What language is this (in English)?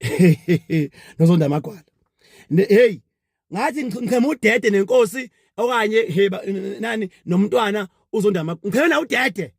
Zulu